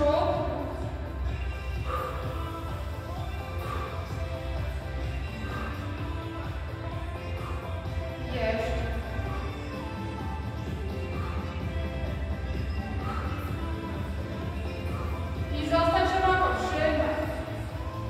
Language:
Polish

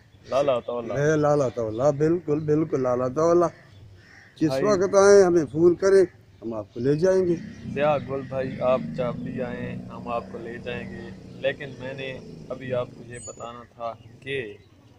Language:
Urdu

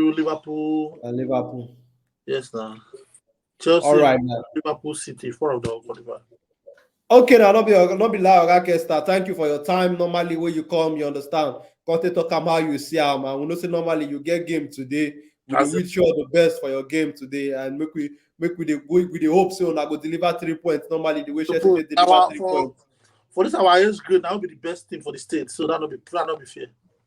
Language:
Nigerian Pidgin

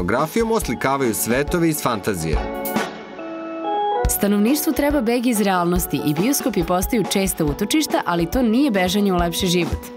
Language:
Serbian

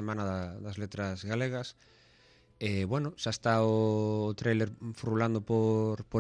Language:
Galician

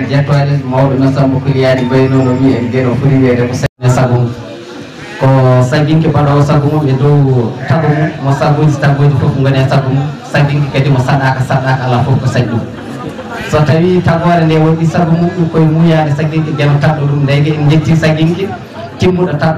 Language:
Fula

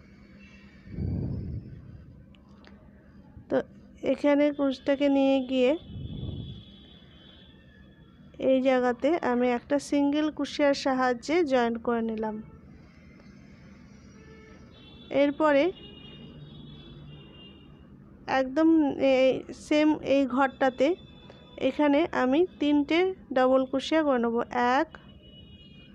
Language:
Bangla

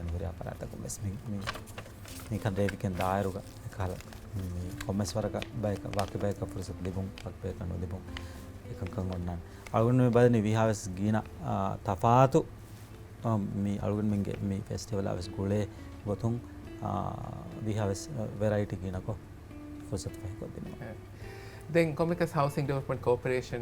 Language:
Divehi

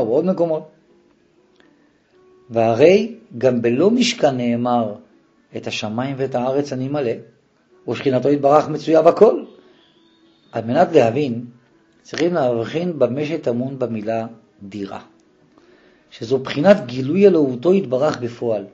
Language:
Hebrew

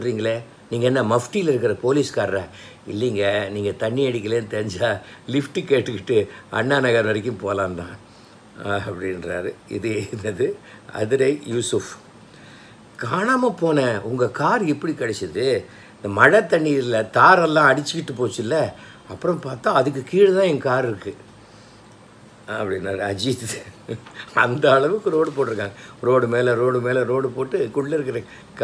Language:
Tamil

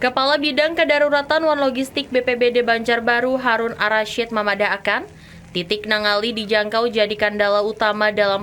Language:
Banjar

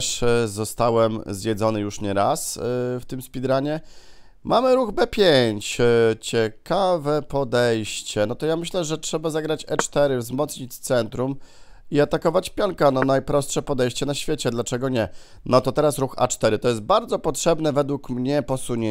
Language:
Polish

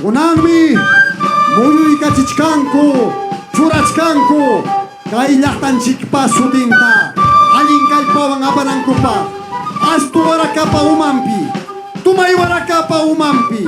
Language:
Ayacucho Quechua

